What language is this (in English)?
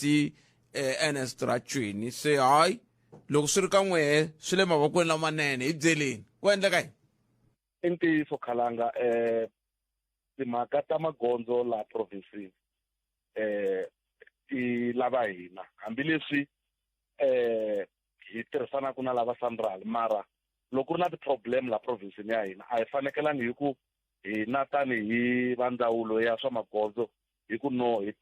Tsonga